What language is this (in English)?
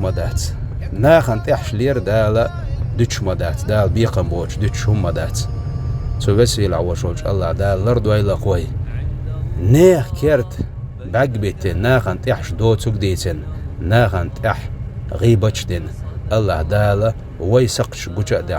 Chechen